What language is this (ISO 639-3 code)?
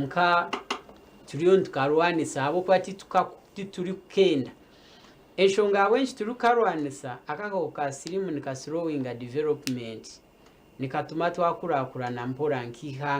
nyn